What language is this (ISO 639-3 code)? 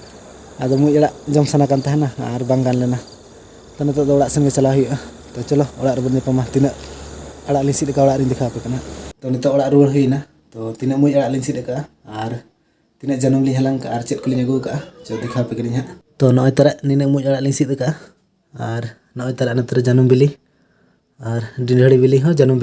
sat